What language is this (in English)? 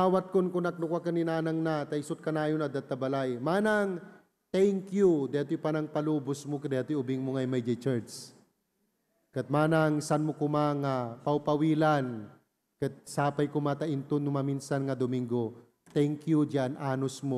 Iloko